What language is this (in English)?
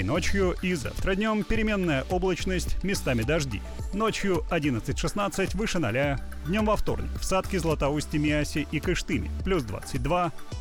Russian